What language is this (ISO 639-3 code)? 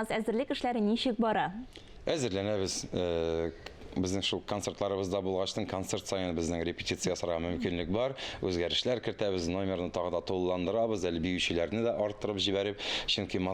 tat